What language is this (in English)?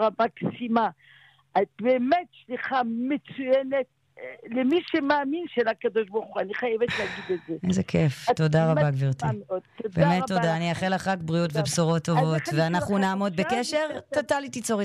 Hebrew